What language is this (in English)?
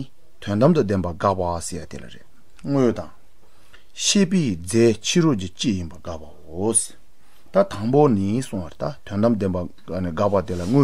Tibetan